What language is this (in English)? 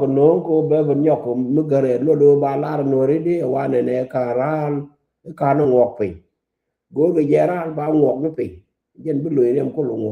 Nuer